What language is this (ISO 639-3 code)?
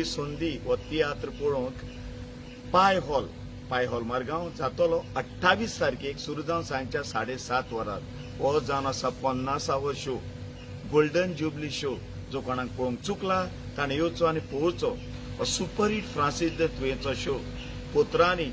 kok